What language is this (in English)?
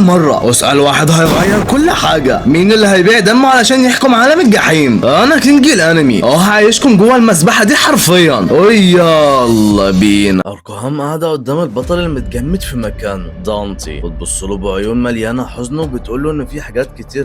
Egyptian Arabic